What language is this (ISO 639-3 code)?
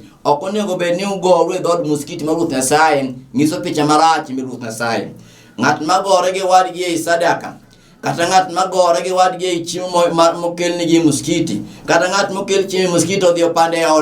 luo